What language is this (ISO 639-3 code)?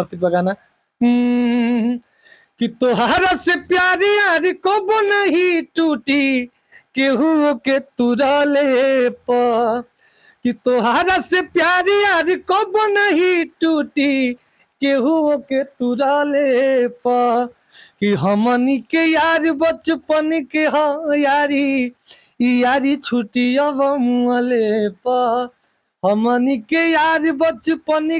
bho